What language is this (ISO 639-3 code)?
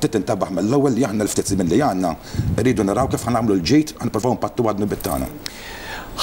mlt